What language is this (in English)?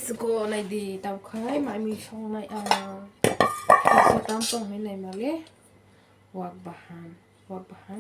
Kok Borok